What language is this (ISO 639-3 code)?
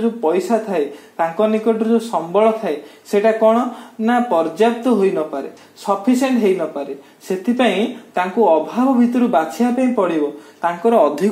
ori